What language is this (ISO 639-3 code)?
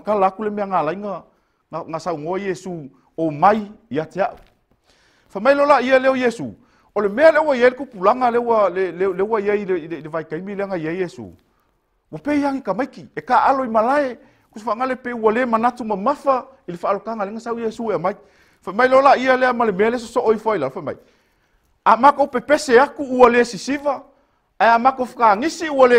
smo